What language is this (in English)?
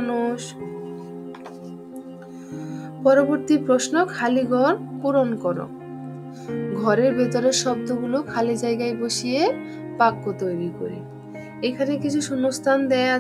Bangla